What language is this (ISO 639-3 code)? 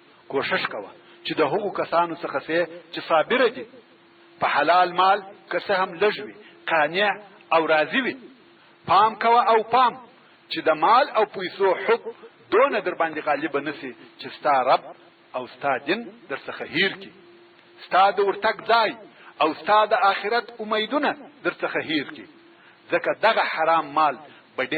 pus